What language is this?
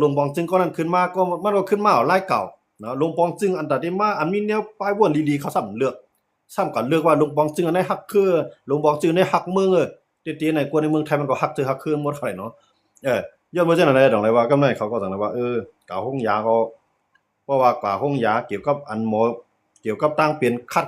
Shan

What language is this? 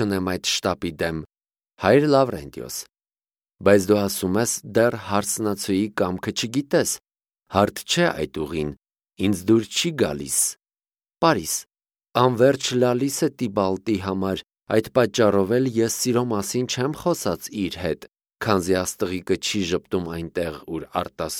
Armenian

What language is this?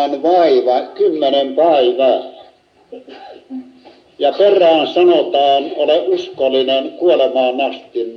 Finnish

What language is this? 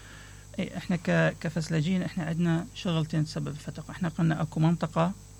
Mesopotamian Arabic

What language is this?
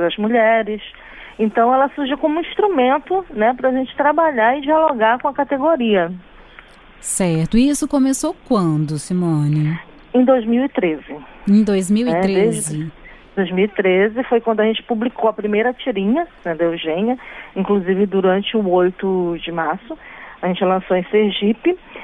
Portuguese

